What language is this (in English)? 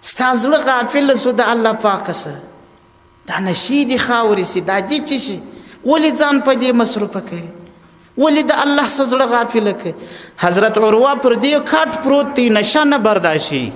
Pashto